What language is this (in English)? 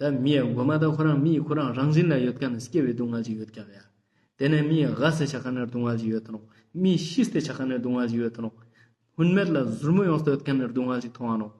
Ladakhi